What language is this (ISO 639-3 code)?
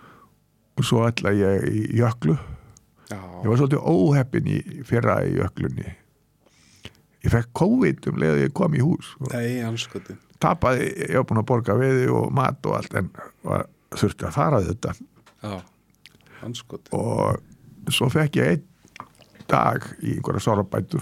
isl